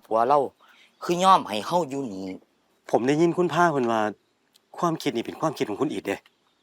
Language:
Lao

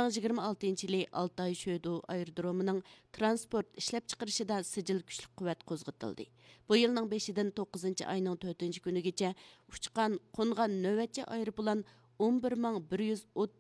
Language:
Uyghur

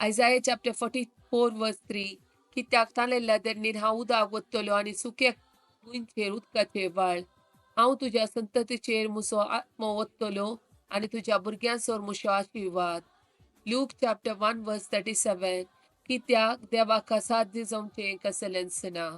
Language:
Konkani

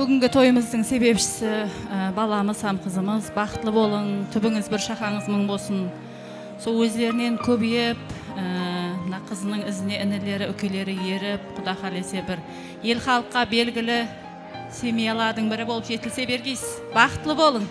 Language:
Kara-Kalpak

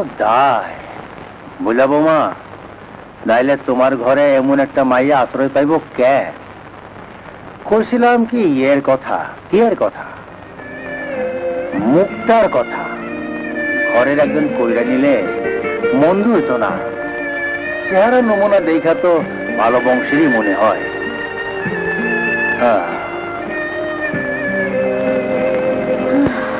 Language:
Bangla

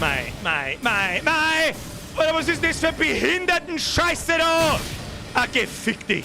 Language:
Bavarian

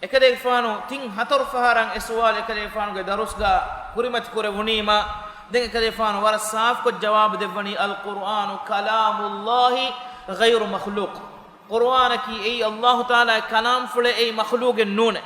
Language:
Divehi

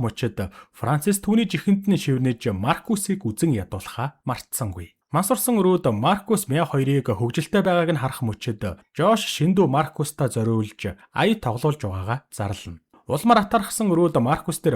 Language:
Mongolian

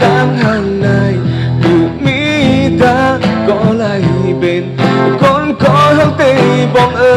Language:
Shan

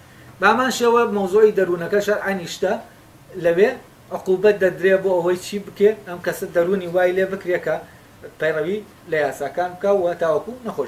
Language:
Central Kurdish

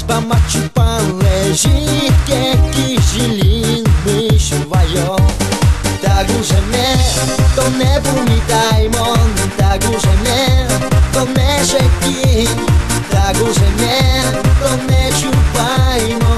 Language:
Udmurt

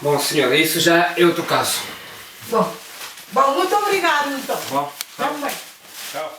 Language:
Kabuverdianu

